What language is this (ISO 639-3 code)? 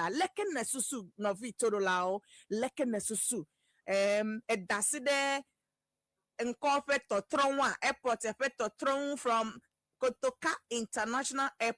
ewe